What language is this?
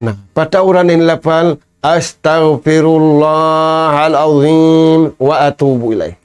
Tausug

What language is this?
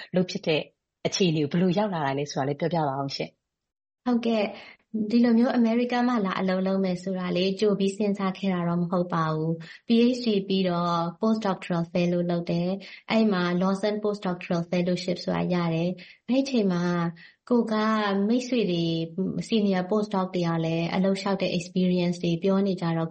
Burmese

